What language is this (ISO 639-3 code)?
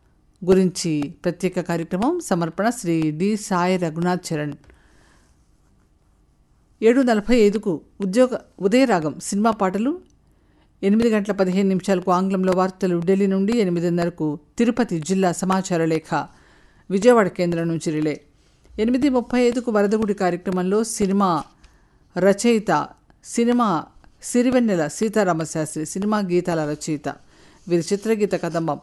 tel